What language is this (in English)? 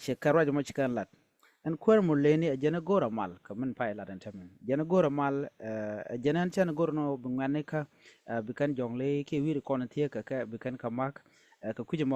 Nuer